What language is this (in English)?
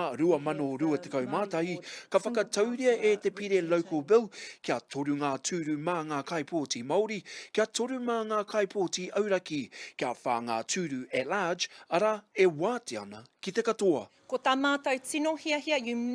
Māori